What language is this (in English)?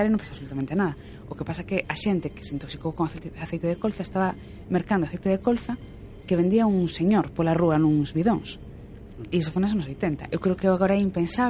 Galician